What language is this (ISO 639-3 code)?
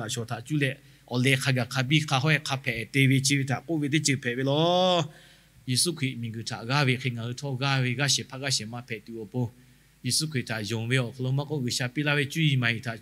lhu